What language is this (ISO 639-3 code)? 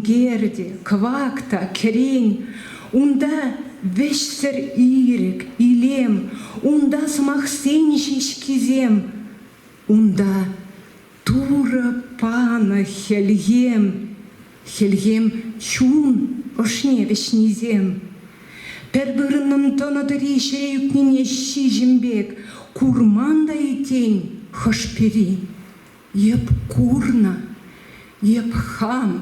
chv